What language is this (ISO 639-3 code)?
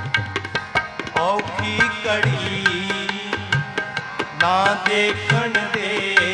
pan